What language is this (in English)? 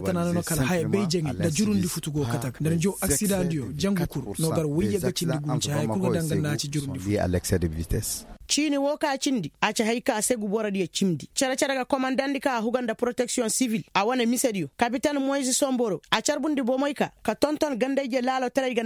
Koyraboro Senni